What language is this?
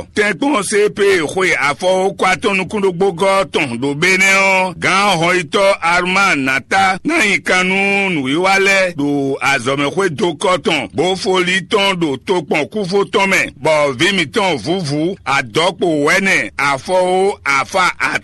Fon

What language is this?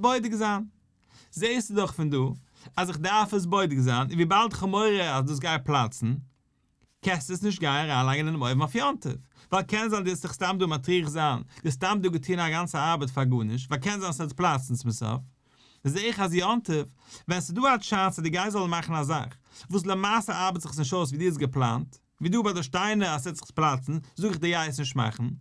Yiddish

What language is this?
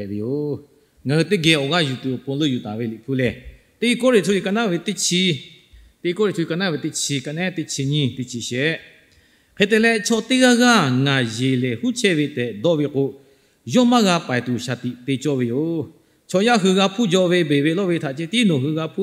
Lahu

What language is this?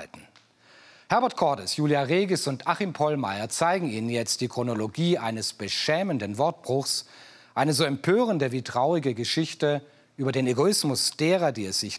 German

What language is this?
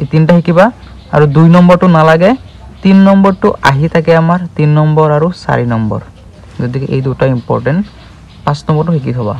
Assamese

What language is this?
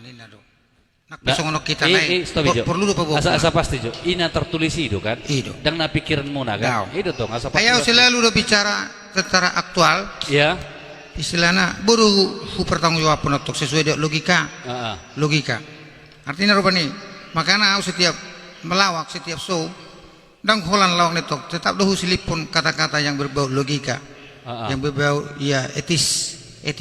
Batak Toba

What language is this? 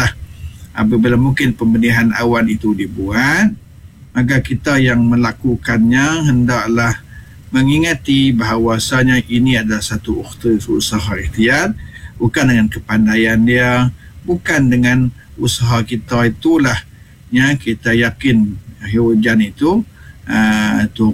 Malay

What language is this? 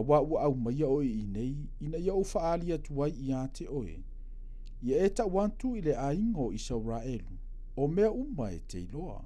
Samoan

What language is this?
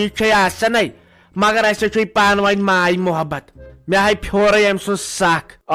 Kashmiri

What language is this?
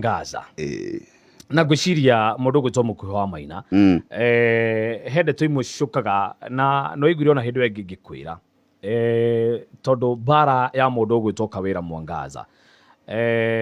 Kikuyu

